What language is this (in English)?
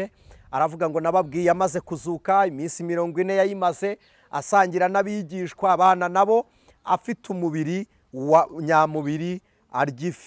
Kinyarwanda